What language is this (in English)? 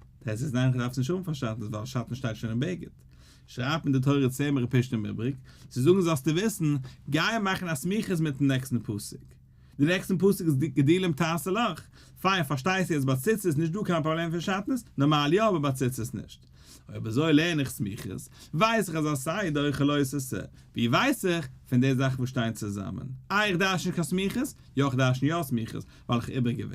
Yiddish